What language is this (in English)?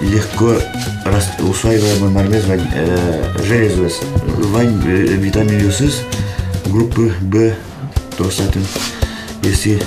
Udmurt